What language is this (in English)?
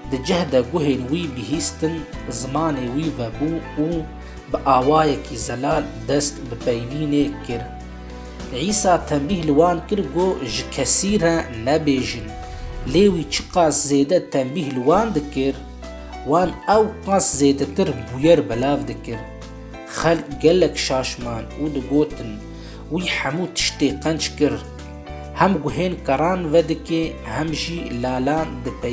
Kurdish